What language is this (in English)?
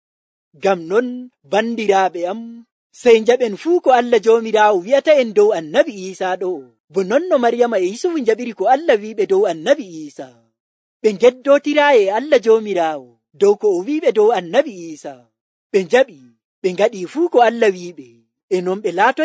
Nigerian Fulfulde